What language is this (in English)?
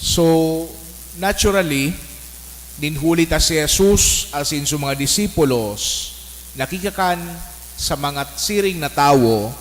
Bikol